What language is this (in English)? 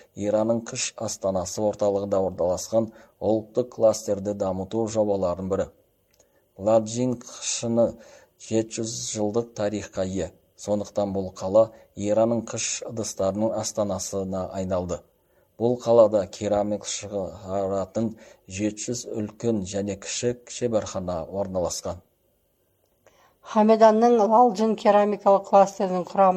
Kazakh